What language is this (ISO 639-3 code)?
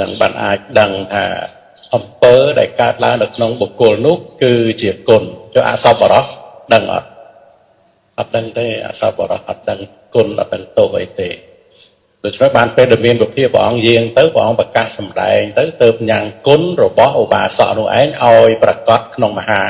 khm